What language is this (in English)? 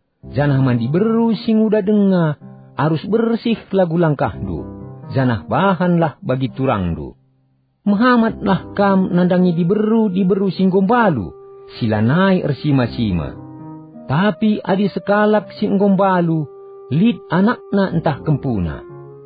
Batak Karo